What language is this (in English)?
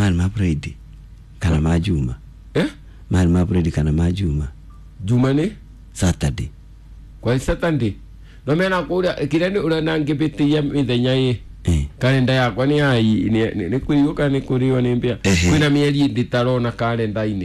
Kikuyu